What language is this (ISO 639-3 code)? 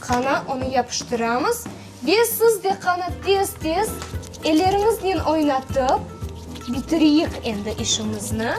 crh